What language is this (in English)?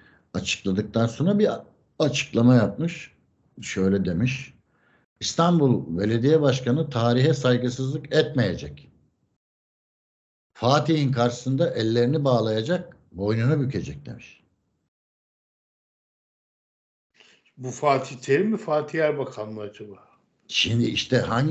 Turkish